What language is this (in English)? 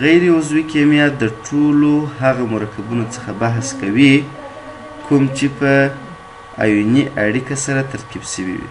Pashto